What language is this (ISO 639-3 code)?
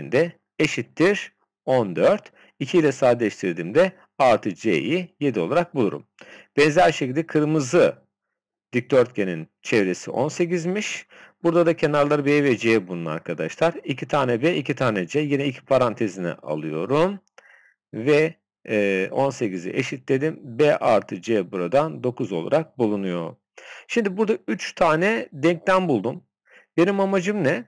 tur